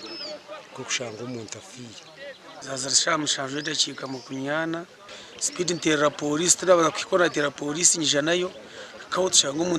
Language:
Nyankole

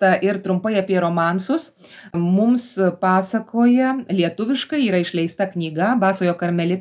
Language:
Lithuanian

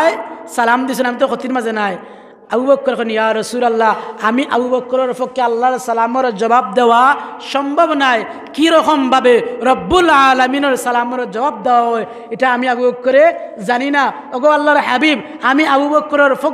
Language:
Sylheti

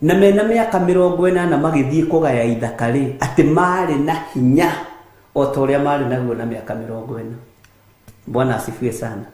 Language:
Kikuyu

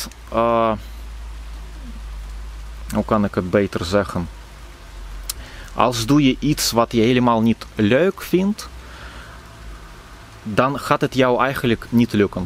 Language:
Dutch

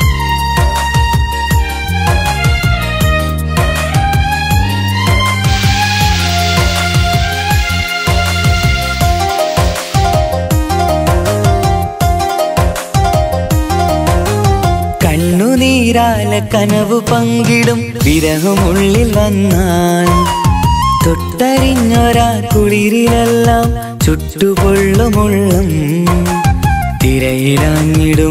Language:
Malayalam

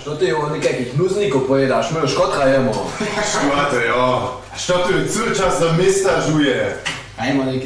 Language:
Upper Sorbian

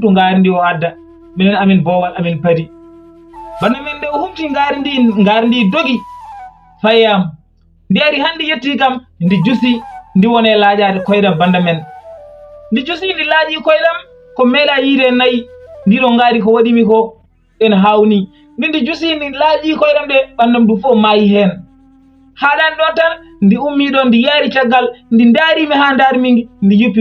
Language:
Fula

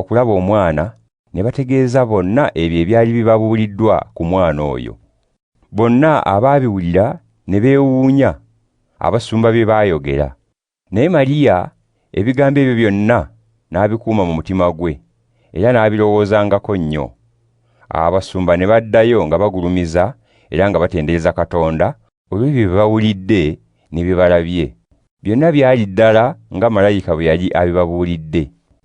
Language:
Ganda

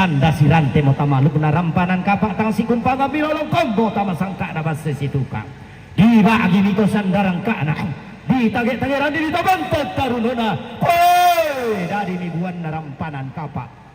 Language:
Toraja-Sa'dan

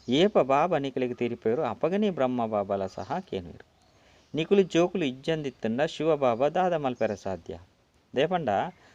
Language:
Tulu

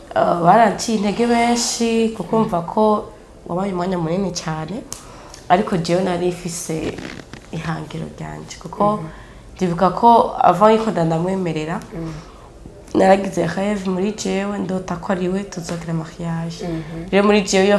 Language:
Rundi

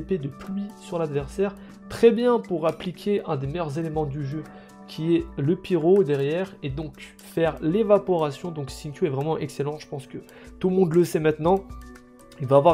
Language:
French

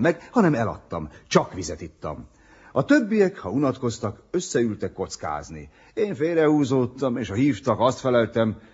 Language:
Hungarian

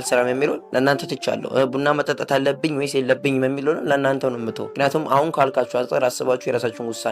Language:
Amharic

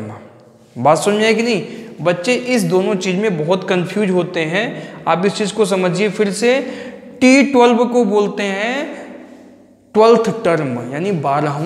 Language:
Hindi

